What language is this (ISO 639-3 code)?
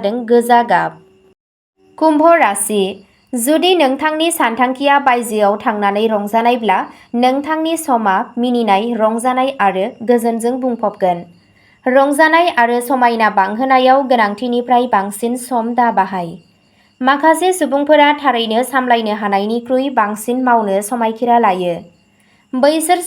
brx